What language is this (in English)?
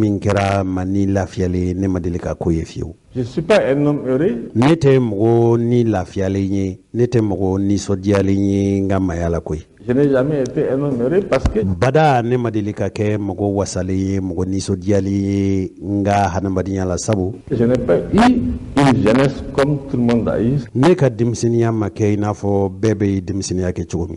Bambara